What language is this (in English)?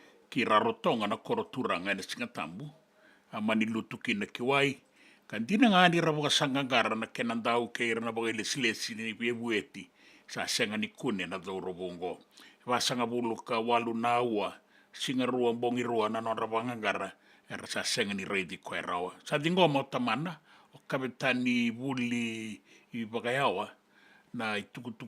Fijian